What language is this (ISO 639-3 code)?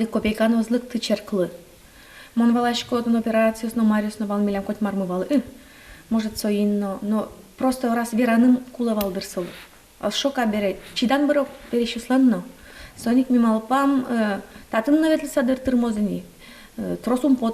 udm